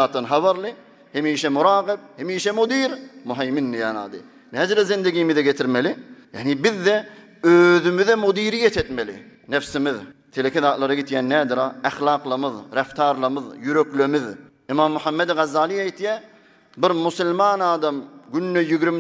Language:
Turkmen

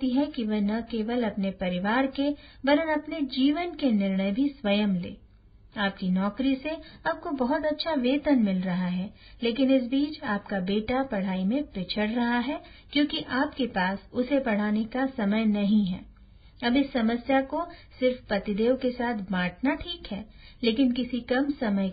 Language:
Hindi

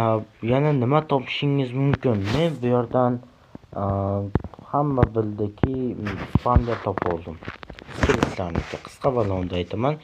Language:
Uzbek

